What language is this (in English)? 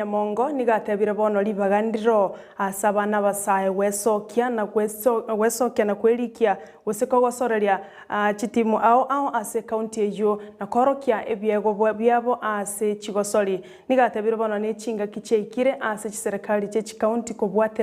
Gusii